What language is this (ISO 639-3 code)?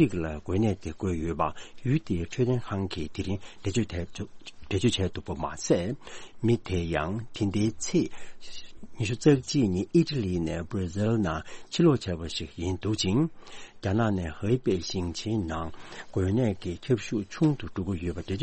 bod